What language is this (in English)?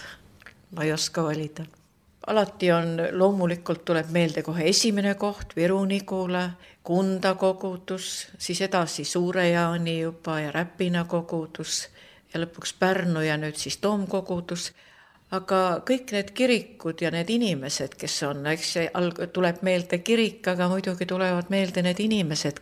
Estonian